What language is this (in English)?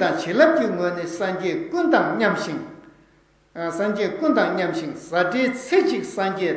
Tibetan